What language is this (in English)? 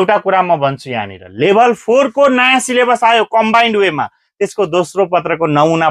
Nepali